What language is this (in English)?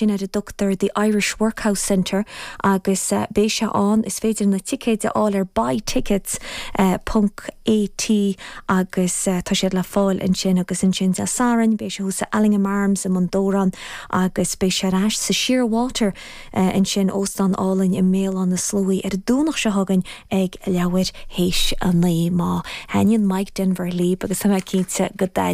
Irish